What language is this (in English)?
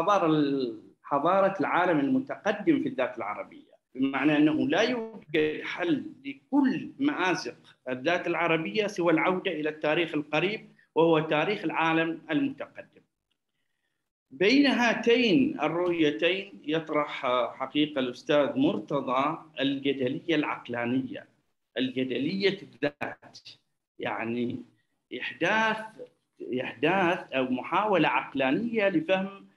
Arabic